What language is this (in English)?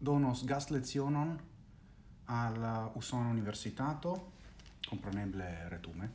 Esperanto